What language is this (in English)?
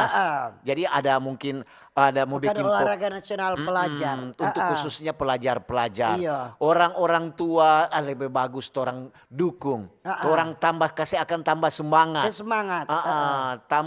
Manado Malay